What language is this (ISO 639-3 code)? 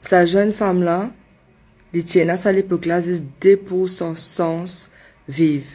mfe